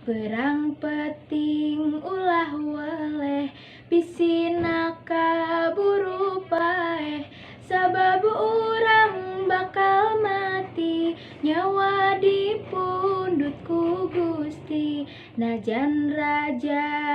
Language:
Sundanese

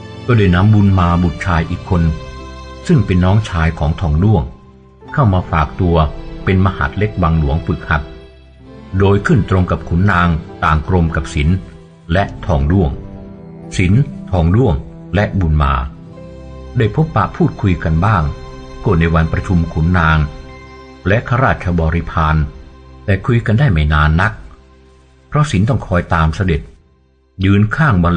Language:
Thai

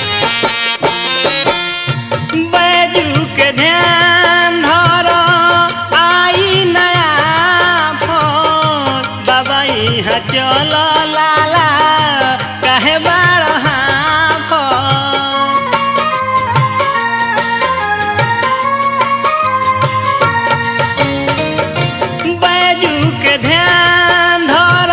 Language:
Bhojpuri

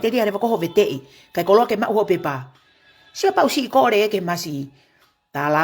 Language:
Tongan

